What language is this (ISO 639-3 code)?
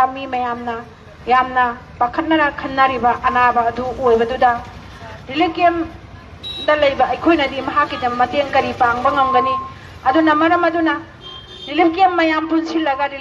mni